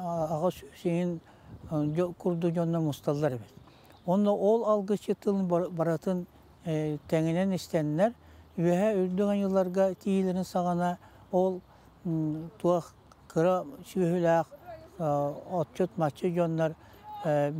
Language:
Yakut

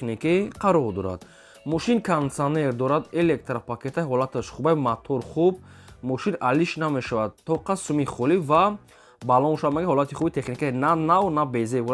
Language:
Tajik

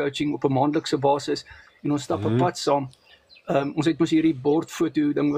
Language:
Afrikaans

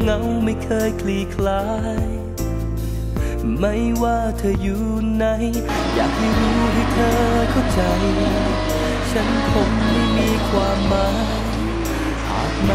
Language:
Thai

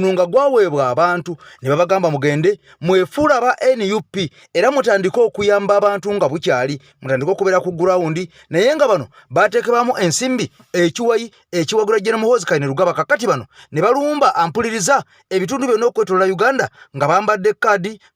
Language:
Ganda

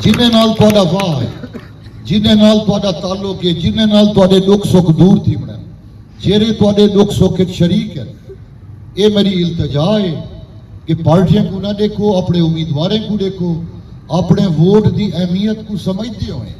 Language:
Saraiki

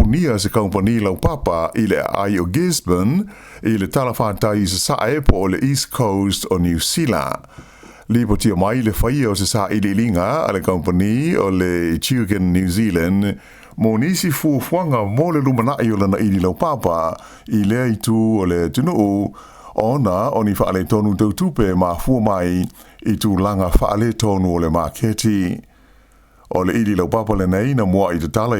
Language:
Samoan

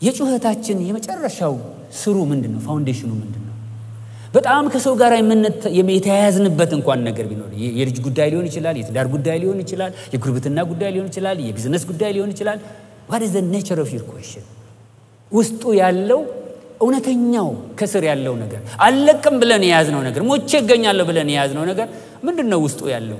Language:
Amharic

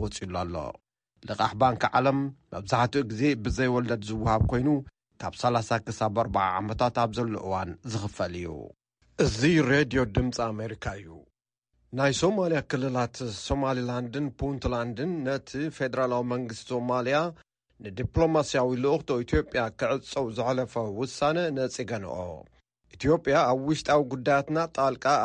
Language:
Tigrinya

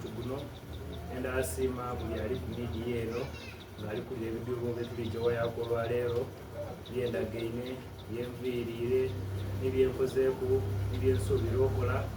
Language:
Soga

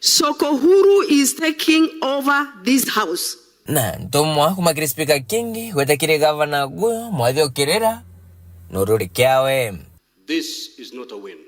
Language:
Meru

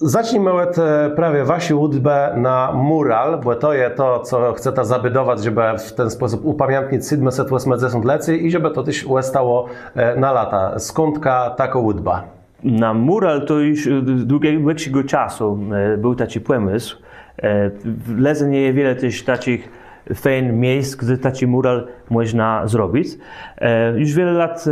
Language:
Kashubian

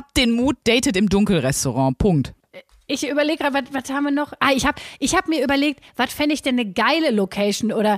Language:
German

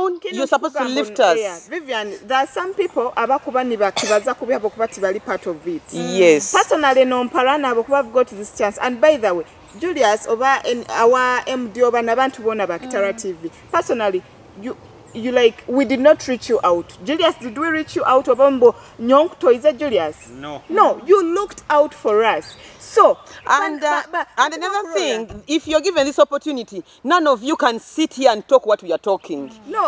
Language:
Nyoro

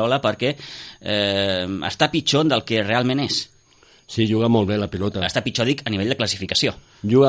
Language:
Catalan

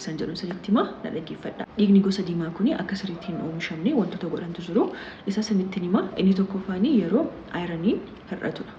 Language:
Oromo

